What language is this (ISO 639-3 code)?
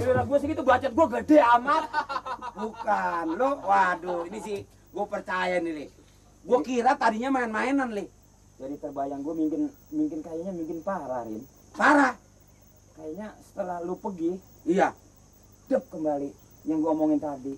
bew